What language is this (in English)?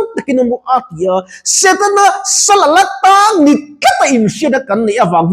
Mizo